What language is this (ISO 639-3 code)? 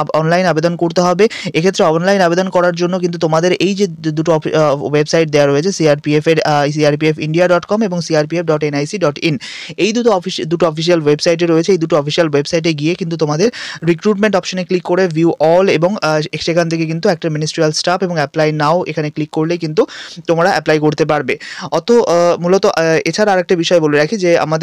ben